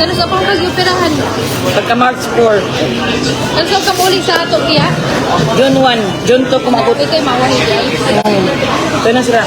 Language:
Cebuano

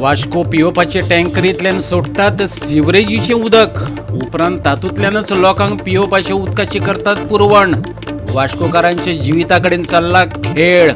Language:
Konkani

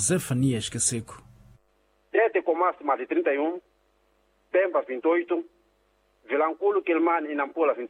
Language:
Portuguese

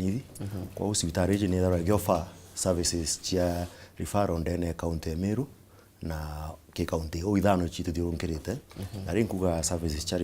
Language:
Meru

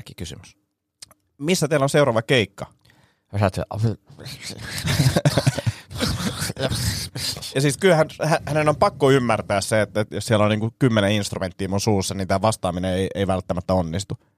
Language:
Finnish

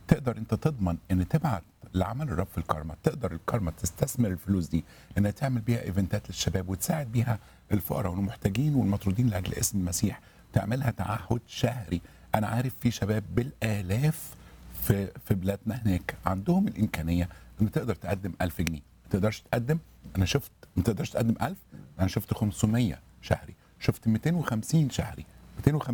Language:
Egyptian Arabic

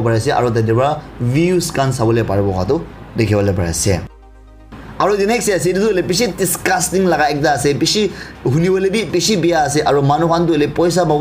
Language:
Naga Pidgin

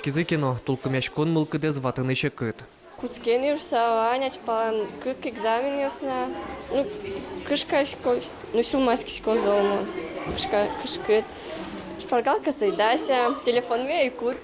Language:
Udmurt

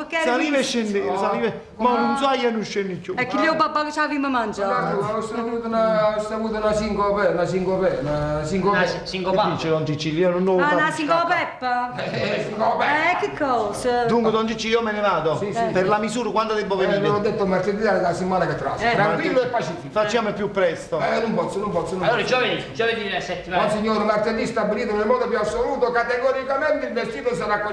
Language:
Neapolitan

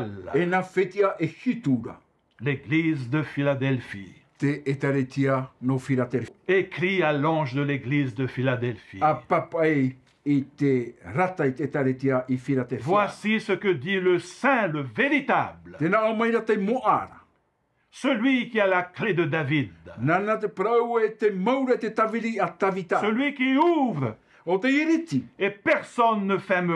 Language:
Tahitian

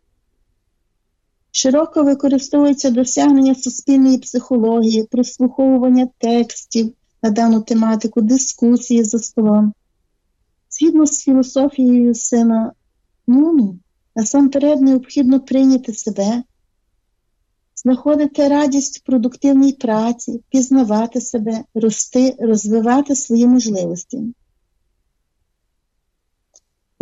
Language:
Ukrainian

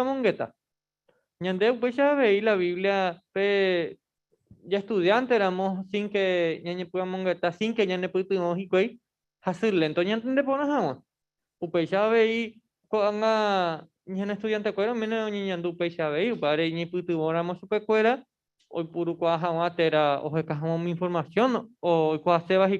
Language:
Guarani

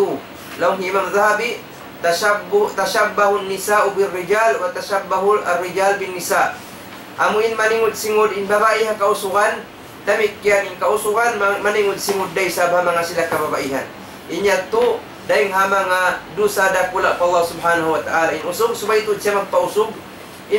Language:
Tausug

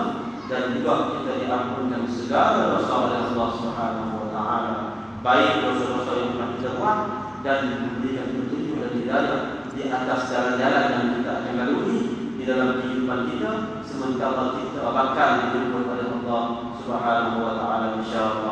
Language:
Malay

